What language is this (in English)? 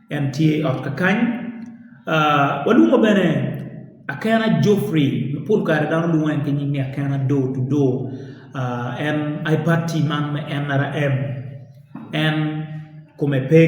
Acoli